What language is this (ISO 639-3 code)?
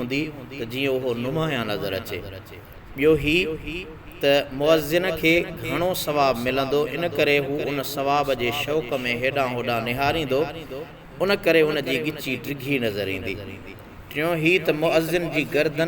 snd